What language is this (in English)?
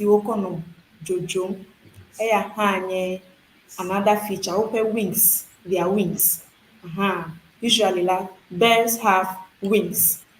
Ewe